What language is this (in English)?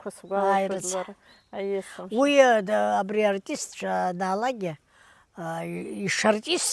Abkhazian